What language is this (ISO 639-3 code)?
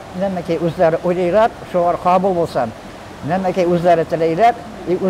tat